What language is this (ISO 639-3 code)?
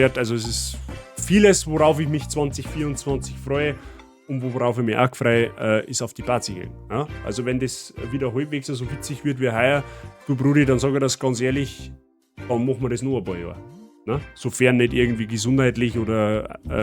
bar